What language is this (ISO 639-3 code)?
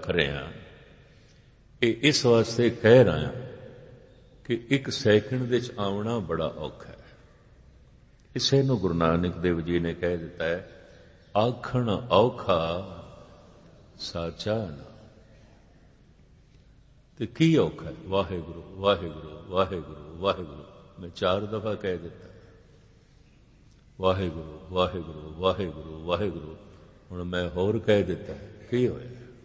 pan